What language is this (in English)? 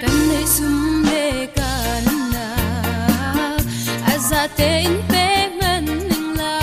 Falam Chin